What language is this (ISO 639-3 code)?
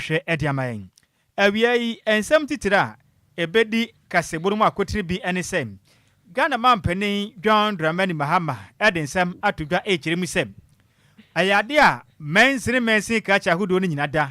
aka